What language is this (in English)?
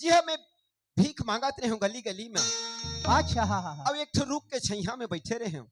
Chhattisgarhi